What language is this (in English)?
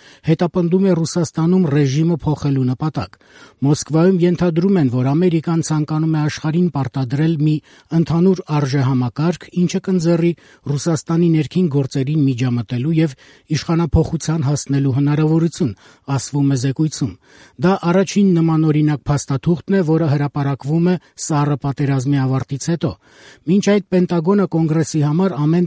Armenian